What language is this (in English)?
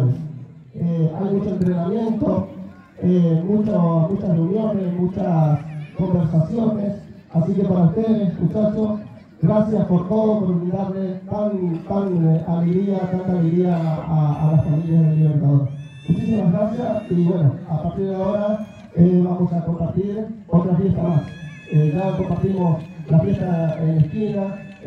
Spanish